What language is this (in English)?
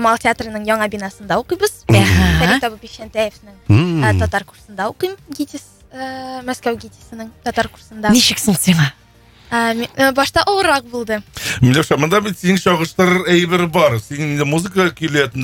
Tatar